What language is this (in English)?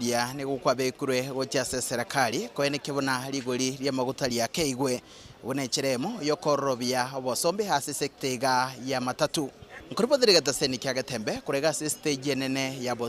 Gusii